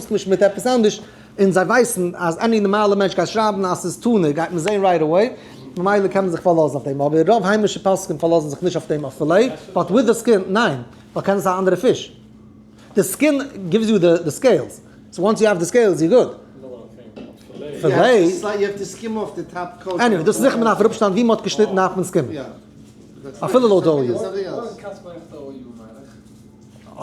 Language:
Yiddish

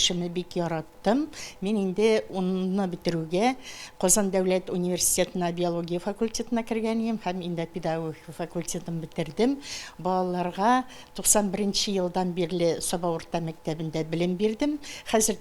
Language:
Tatar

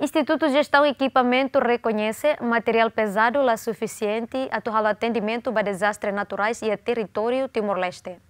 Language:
Tetum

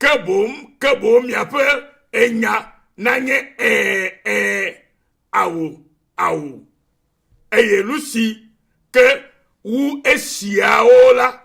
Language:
Ewe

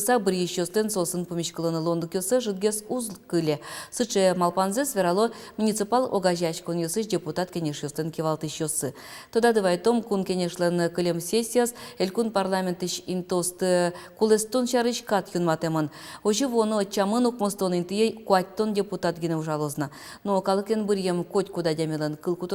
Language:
Udmurt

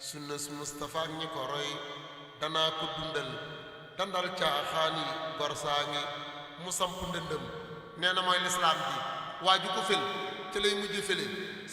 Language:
Wolof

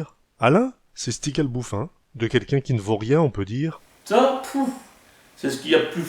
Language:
Picard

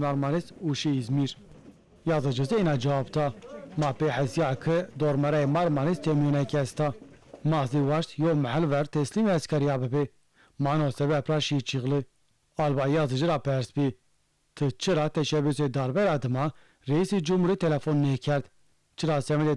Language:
Zaza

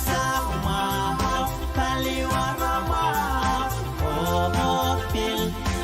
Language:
Pohnpeian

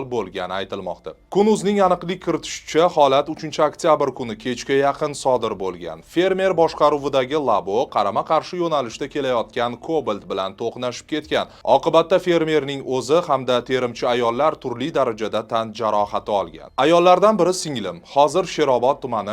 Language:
Uzbek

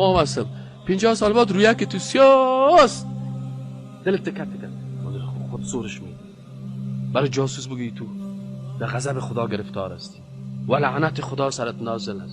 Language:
Persian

